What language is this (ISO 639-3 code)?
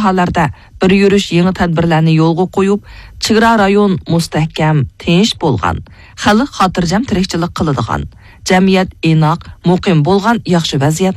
uig